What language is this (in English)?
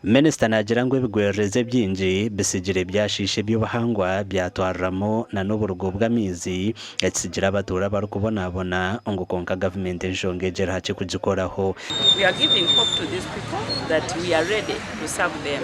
Nyankole